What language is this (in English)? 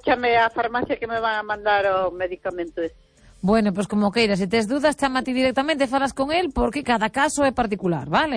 Galician